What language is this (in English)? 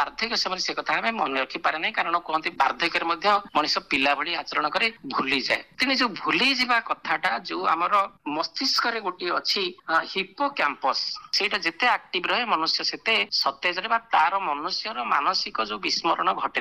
Odia